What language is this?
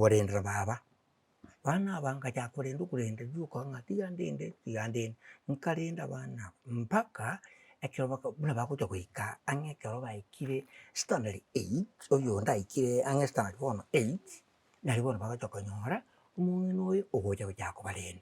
Gusii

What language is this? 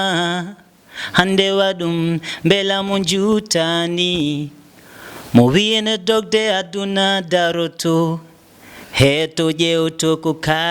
Fula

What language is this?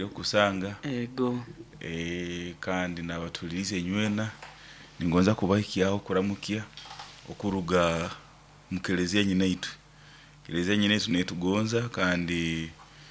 Nyoro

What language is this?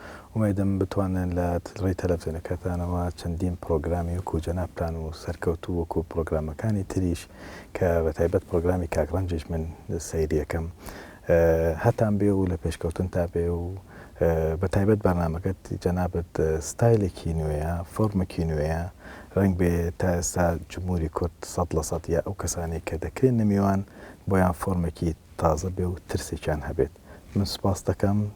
Central Kurdish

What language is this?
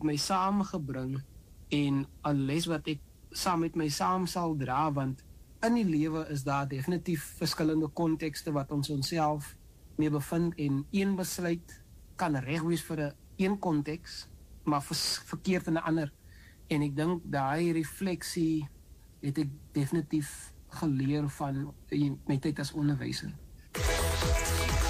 Afrikaans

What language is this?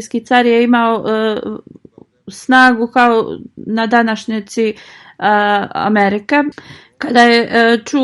Bosnian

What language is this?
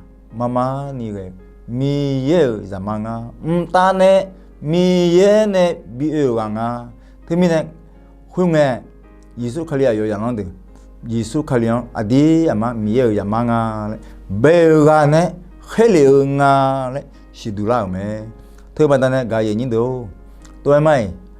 Akha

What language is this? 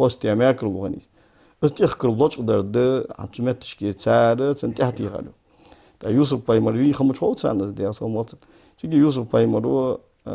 Ingush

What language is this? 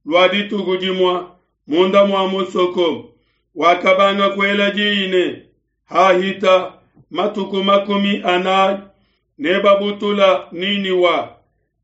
Luba-Lulua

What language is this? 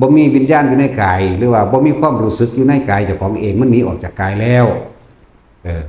Lao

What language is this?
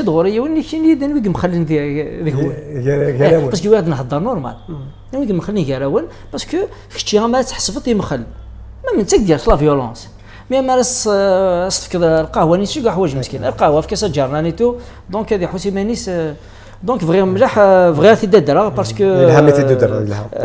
Kabyle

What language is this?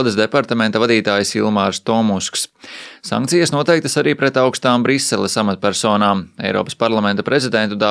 Latvian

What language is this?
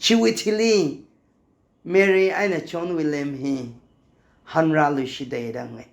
Tangkhul Naga (India)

